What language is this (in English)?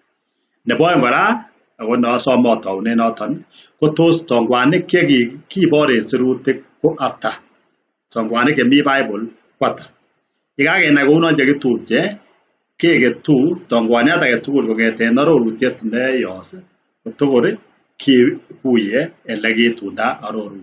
Kalenjin